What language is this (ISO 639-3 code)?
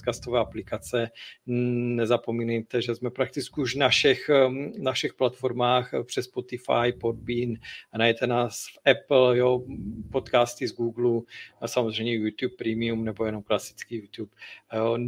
ces